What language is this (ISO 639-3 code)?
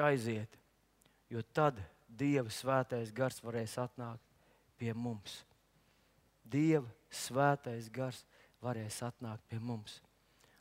lav